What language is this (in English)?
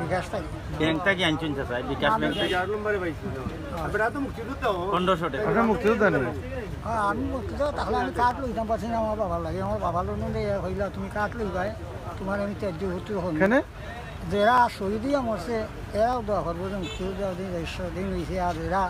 Sylheti